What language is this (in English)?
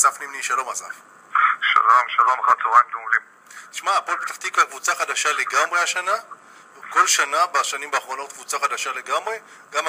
Hebrew